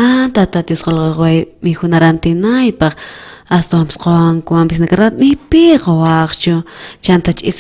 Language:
South Bolivian Quechua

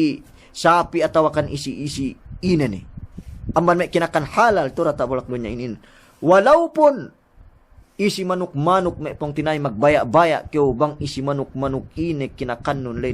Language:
Yakan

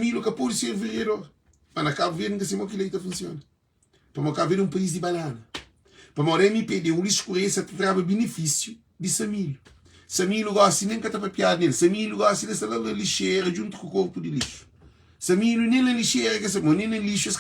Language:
Kabuverdianu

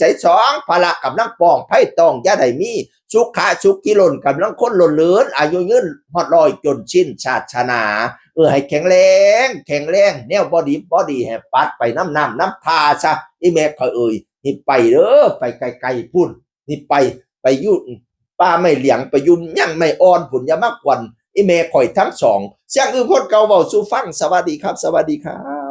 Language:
Northeastern Thai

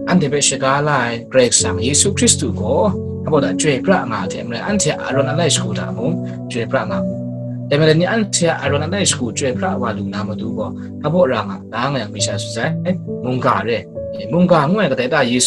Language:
Kachin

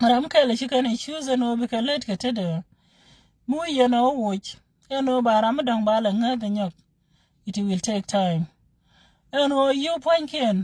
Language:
Nuer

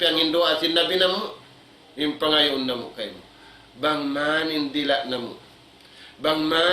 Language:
Tausug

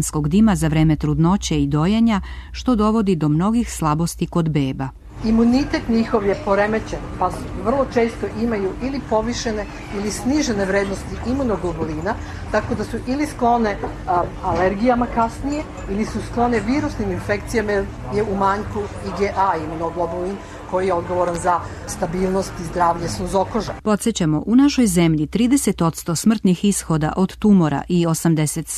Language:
Serbian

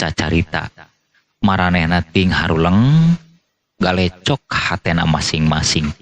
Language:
Sundanese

